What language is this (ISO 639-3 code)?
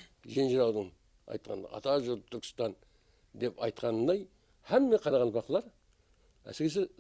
kaa